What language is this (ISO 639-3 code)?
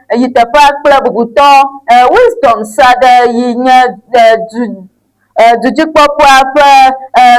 ewe